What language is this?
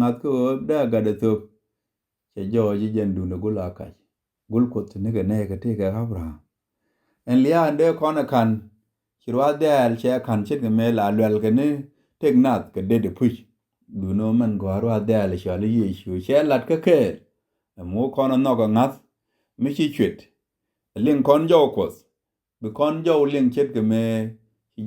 Nuer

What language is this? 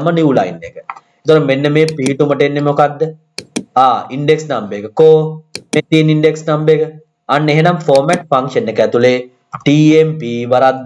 Sinhala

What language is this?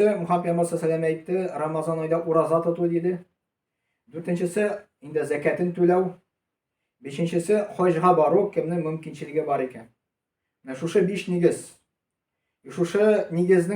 Tatar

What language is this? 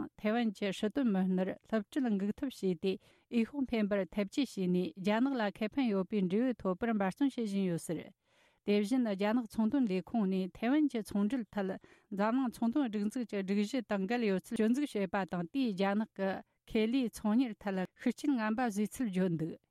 Tibetan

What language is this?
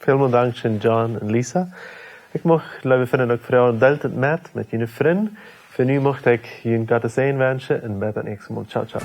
Plautdietsch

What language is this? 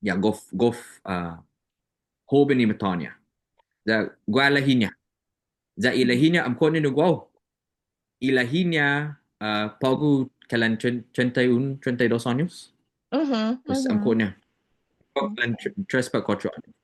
Chamorro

